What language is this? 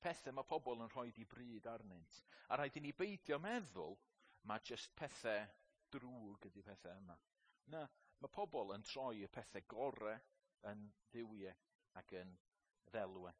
Welsh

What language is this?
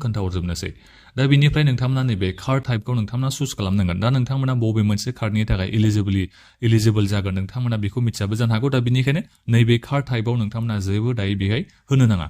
Bodo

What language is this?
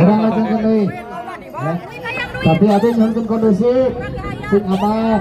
Sundanese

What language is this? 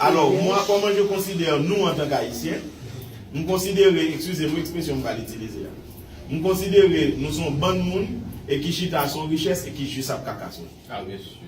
Haitian Creole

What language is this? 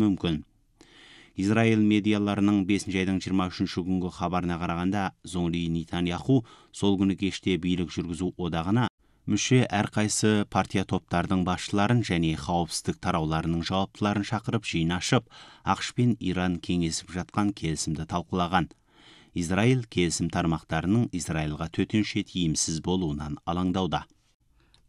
Kazakh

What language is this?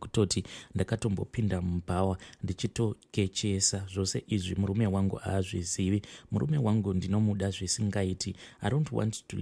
Shona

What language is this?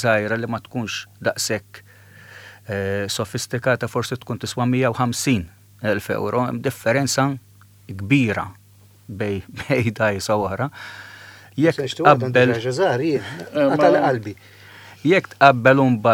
Maltese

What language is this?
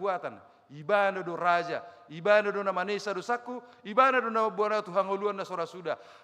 Batak Toba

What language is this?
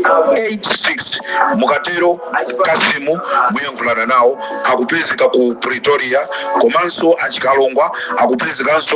Nyanja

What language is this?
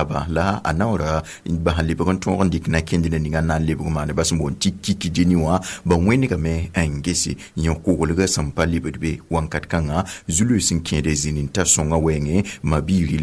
Mossi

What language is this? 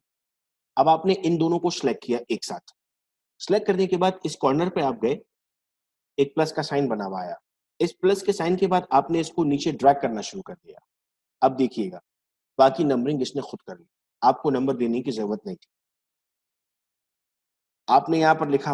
Hindi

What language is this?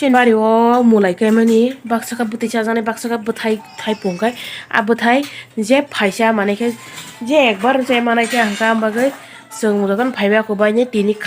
Kok Borok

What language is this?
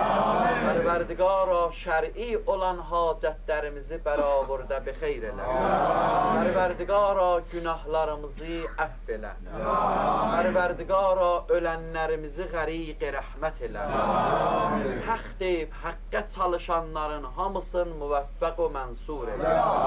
Azerbaijani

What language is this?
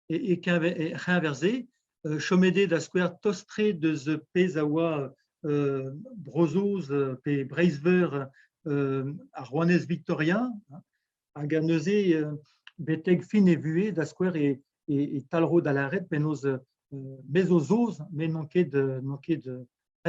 Breton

